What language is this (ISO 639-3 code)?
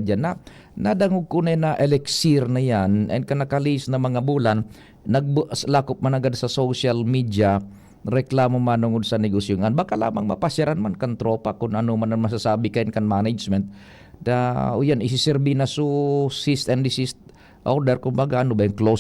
bik